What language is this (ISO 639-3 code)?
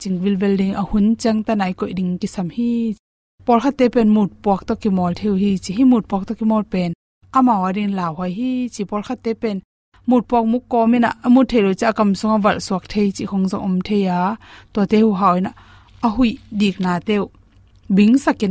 ctd